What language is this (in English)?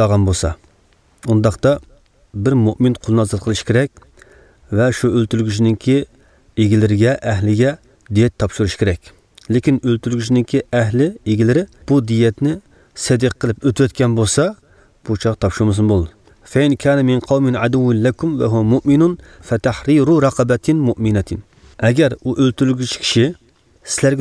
Uyghur